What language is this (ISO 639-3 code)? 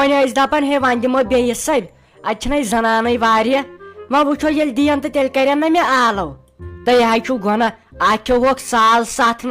kas